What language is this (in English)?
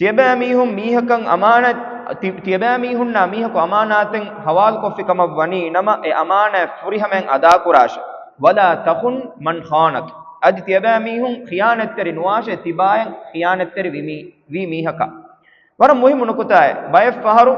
Divehi